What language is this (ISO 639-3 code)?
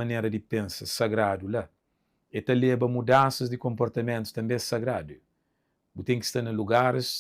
kea